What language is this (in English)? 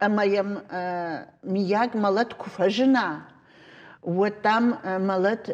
Ossetic